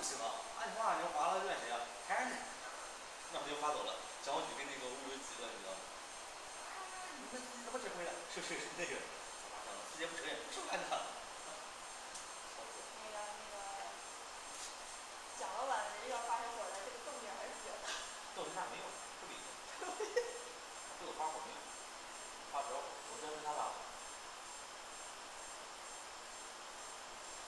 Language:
Chinese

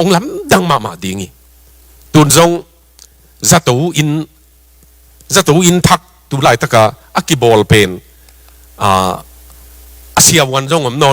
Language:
Tedim Chin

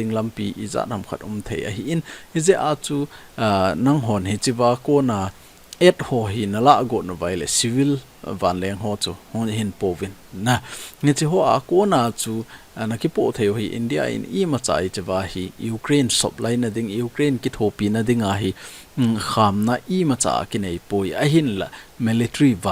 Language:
Thado Chin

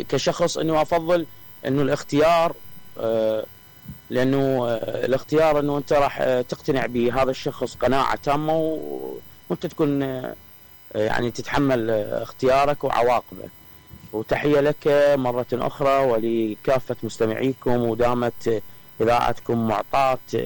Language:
Mesopotamian Arabic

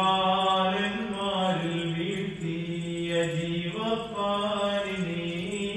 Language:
Malayalam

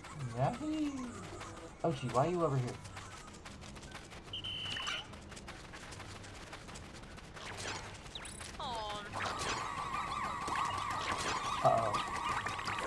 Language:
English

